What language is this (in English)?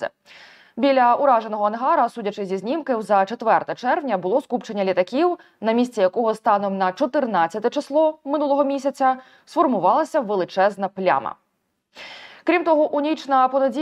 Ukrainian